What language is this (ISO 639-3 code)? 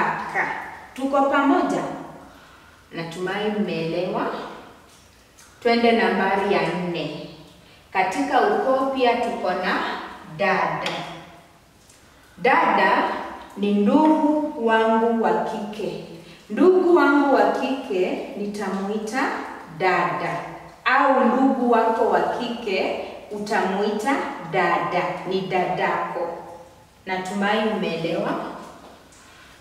swa